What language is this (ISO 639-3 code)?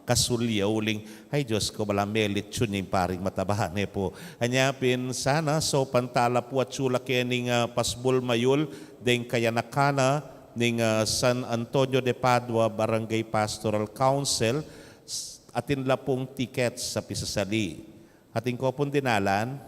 pam